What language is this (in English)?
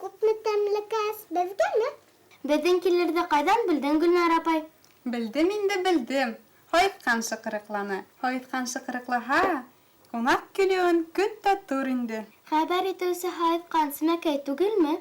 Bashkir